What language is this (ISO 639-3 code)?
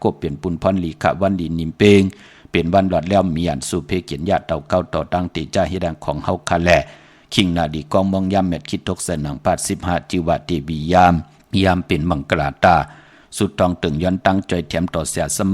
shn